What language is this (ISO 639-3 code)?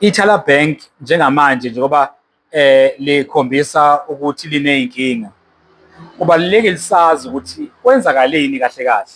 zul